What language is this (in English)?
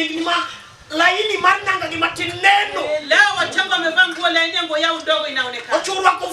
Luo (Kenya and Tanzania)